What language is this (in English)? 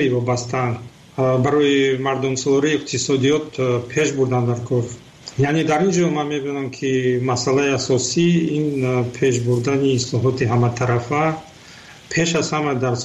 Tajik